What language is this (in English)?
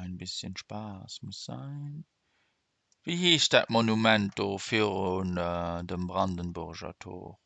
Luxembourgish